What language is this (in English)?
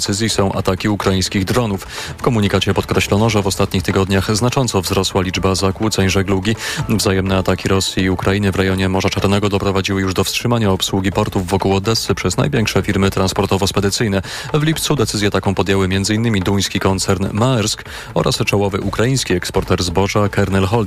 Polish